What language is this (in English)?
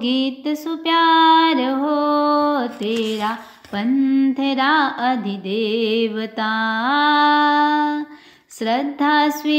Hindi